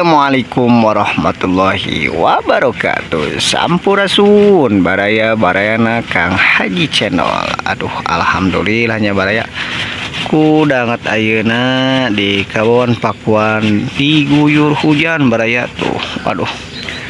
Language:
Sundanese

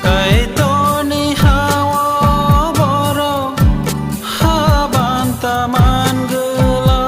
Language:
Kok Borok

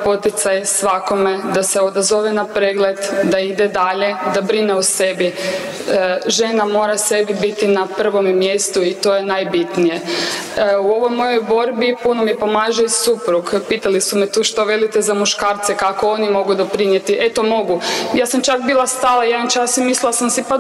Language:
Croatian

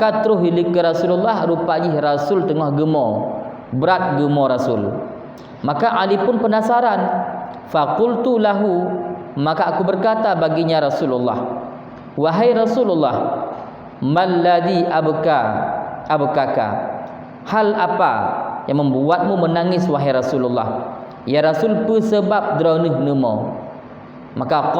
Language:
Achinese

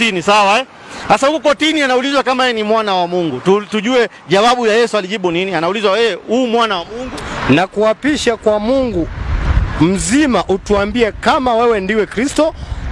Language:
Swahili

